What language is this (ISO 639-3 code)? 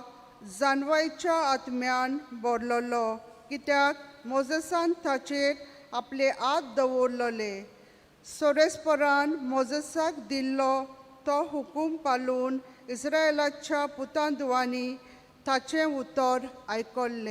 kok